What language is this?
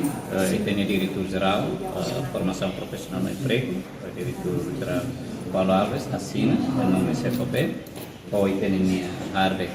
Tetum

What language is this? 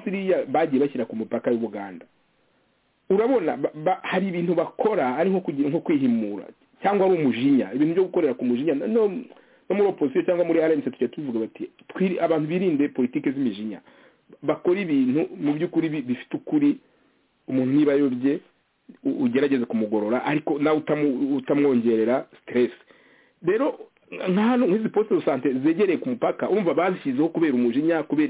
Kinyarwanda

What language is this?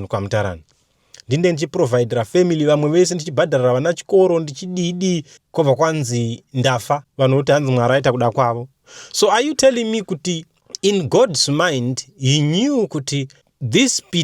Shona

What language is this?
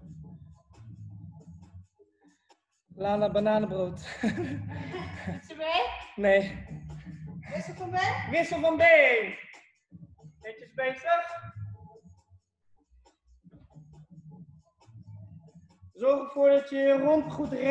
Dutch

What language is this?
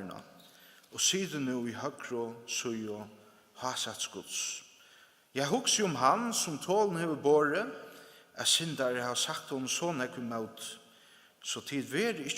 Faroese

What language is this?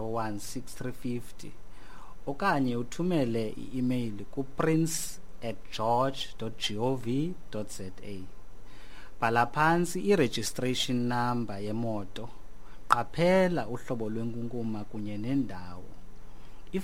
Xhosa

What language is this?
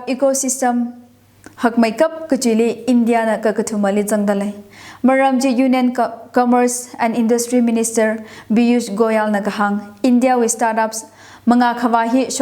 Tangkhul Naga (India)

